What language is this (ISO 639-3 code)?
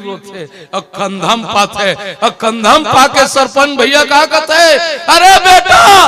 hne